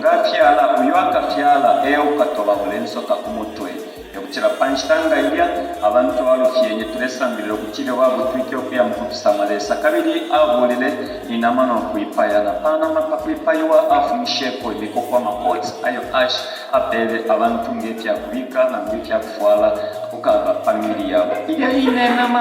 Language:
Bemba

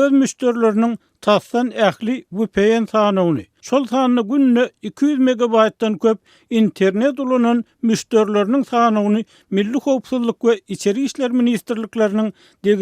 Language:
Turkmen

